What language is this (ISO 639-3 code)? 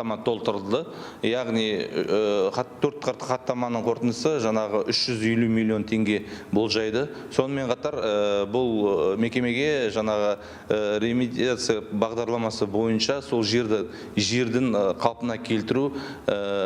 kaz